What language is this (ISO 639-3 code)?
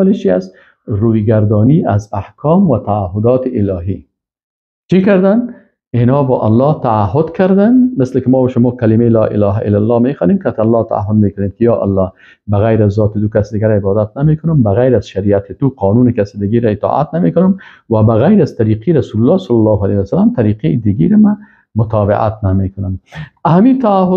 fas